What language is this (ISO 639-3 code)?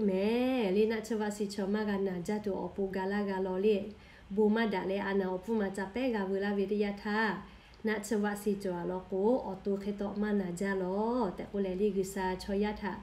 lhu